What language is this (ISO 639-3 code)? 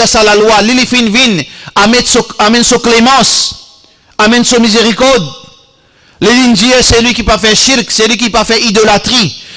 mfe